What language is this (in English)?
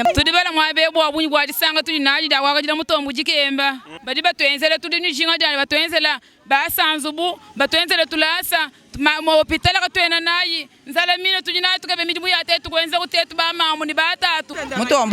Luba-Lulua